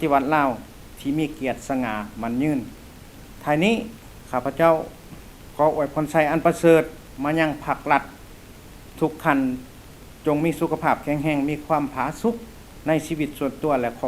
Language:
Lao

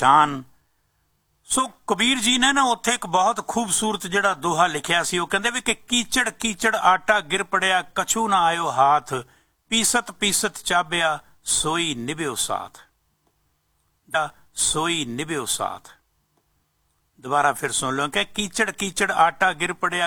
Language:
Punjabi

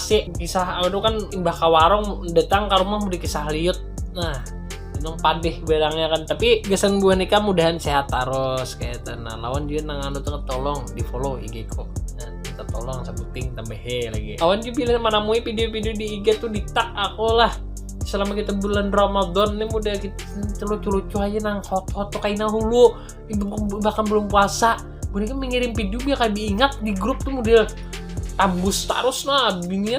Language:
Banjar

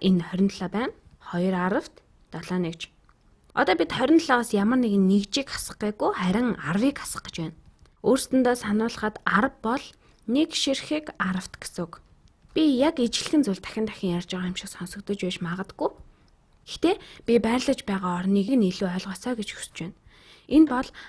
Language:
Mongolian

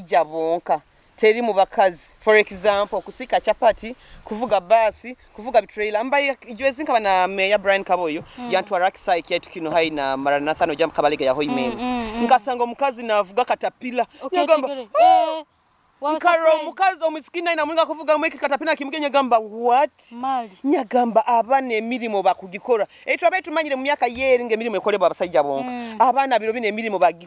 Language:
Nyoro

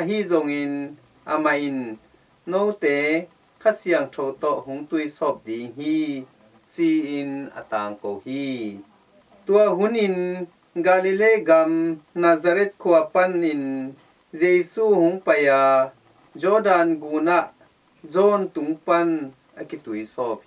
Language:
Tedim Chin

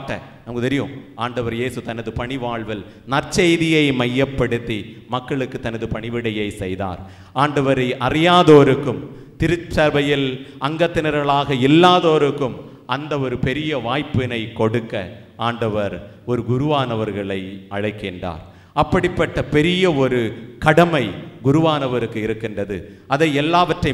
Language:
Tamil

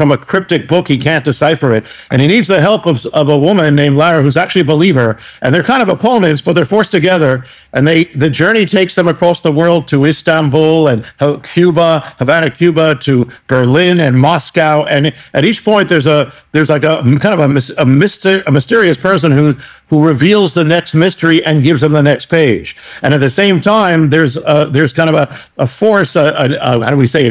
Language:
English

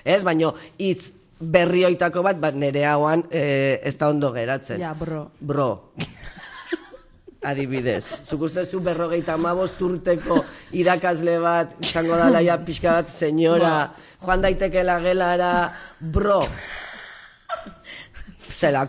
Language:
Basque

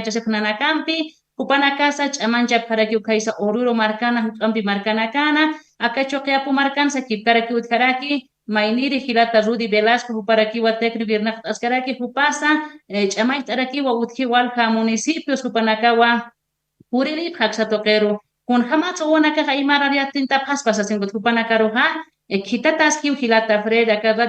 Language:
Aymara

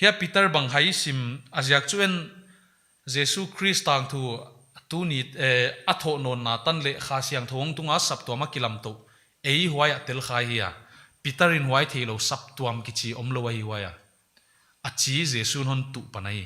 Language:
Paite Chin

